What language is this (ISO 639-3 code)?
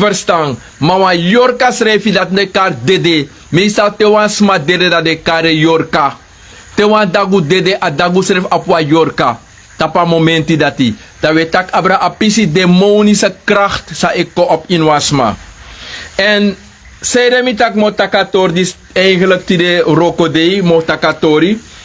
srn